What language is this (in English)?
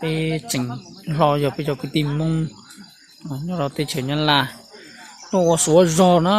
Hmong